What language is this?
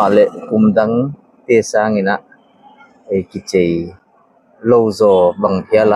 Paite Chin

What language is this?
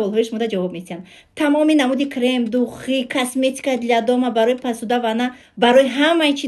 Tajik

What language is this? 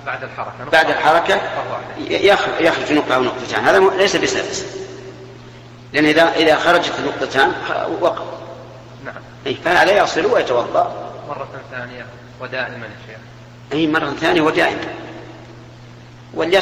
Arabic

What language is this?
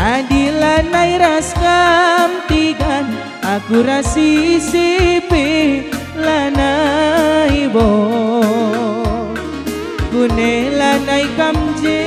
Batak Karo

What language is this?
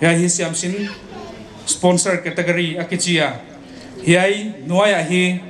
Paite Chin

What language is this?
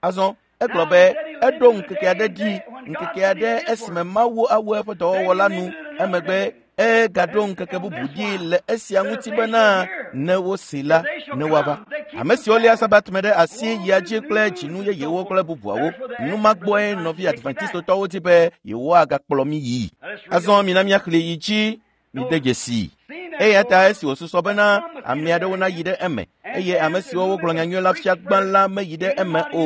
Ewe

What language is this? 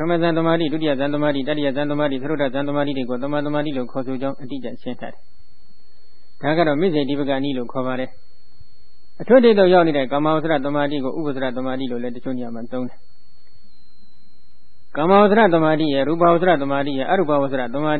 Burmese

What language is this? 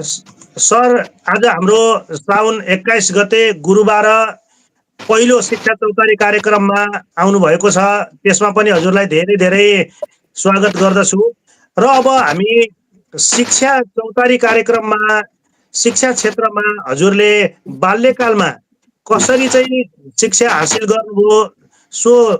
Nepali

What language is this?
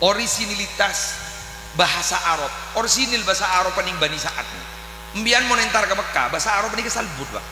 Madurese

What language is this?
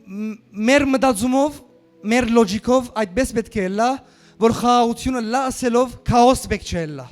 Western Armenian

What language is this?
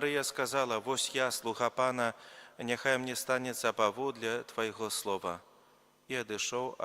Belarusian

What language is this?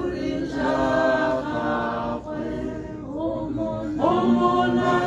Tswana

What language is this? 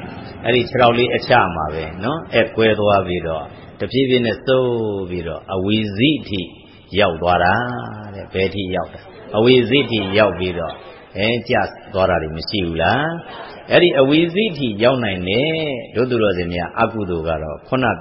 Burmese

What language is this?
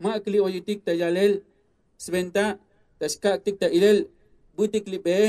Tzotzil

